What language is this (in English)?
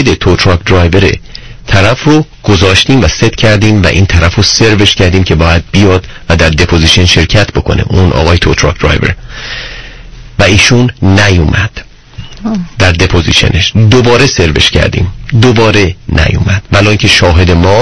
Persian